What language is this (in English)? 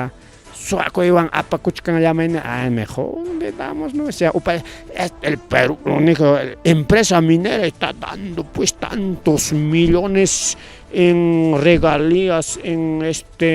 Ayacucho Quechua